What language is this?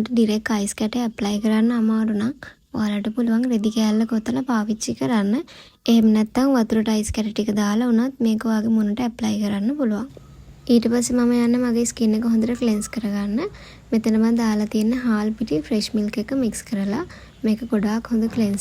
Sinhala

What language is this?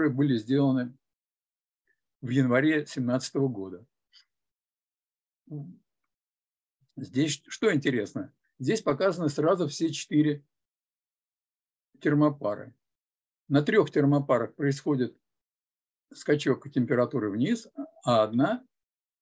Russian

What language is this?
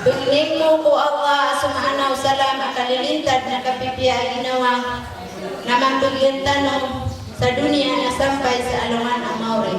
Maranao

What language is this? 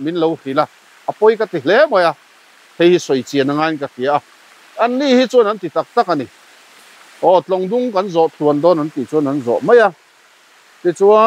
Mizo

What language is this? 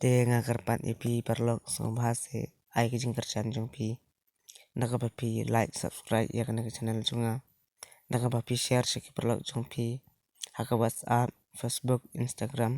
Khasi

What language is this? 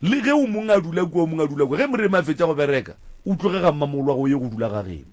Northern Sotho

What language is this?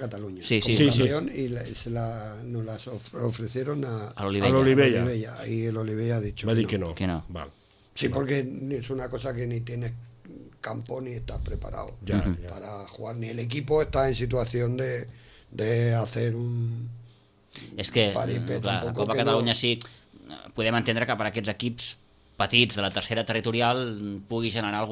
Catalan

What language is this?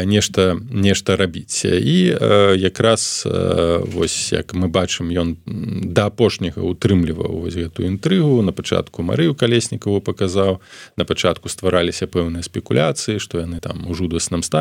Belarusian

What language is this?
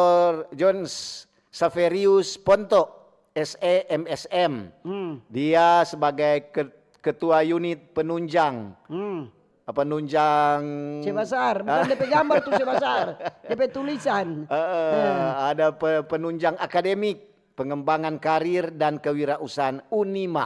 Manado Malay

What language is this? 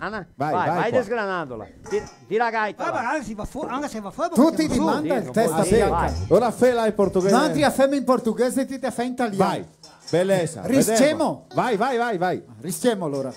Venetian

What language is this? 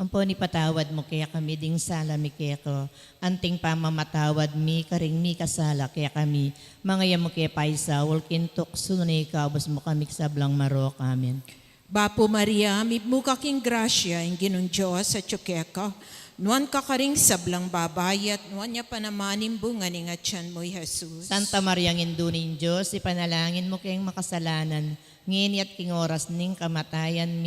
Pampanga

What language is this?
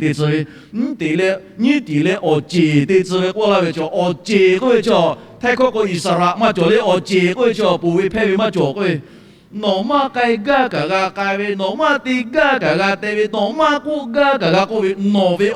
Lahu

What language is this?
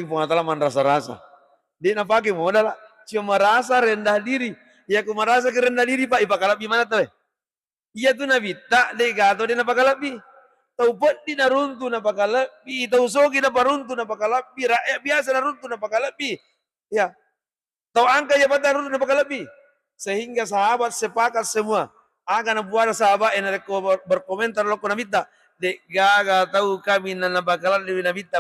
Buginese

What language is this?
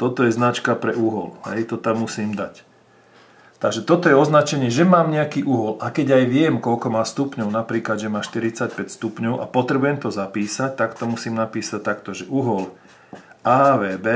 Slovak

